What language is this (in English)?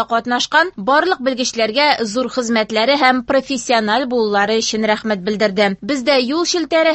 Tatar